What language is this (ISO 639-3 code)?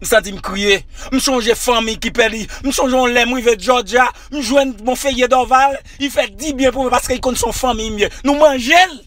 hat